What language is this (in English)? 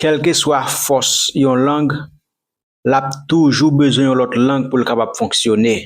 Haitian Creole